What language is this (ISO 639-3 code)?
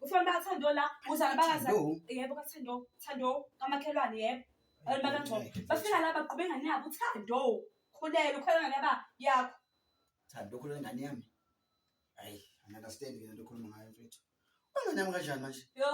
zul